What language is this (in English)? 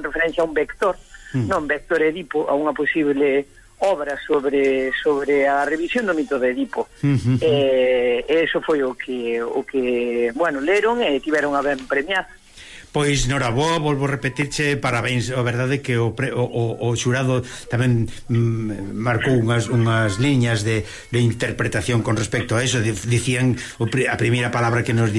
Galician